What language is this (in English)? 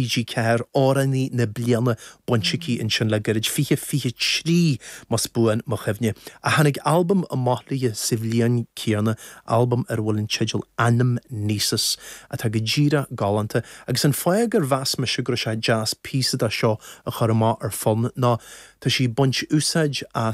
Irish